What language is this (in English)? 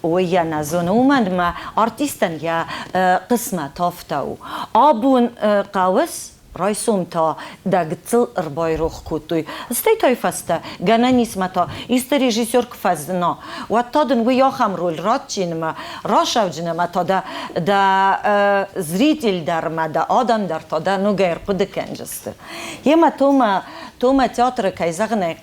Ossetic